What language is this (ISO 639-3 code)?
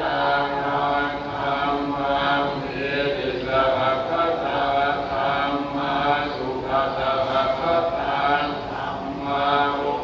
pli